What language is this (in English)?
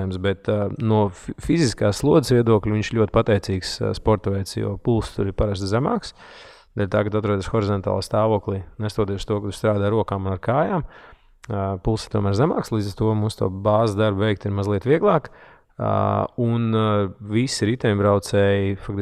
Latvian